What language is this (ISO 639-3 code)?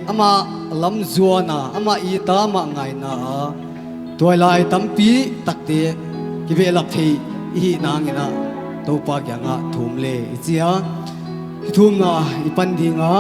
pck